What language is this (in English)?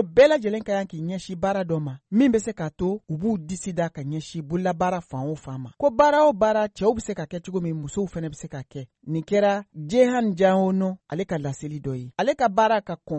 Bambara